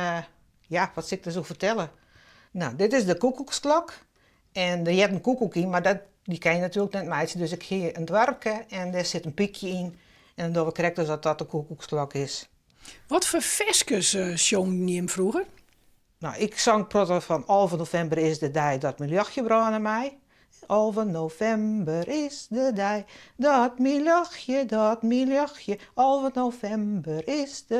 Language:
Western Frisian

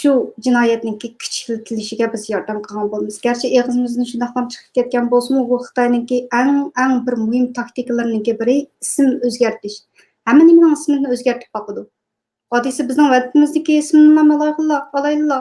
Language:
Uyghur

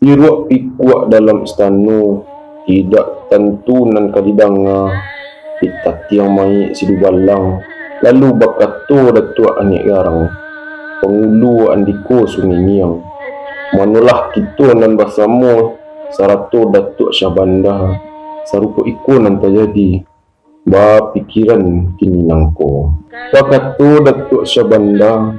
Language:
Minangkabau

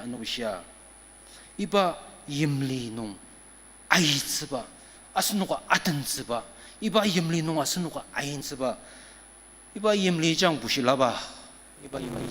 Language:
Ao Naga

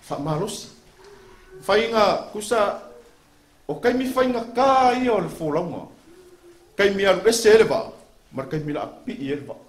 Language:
Samoan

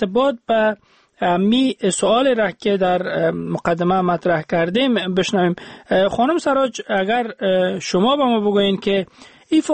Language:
Persian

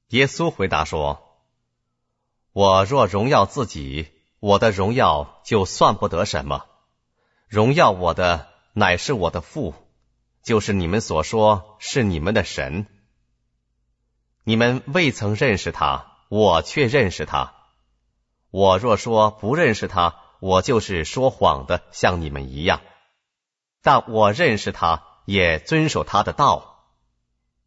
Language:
Chinese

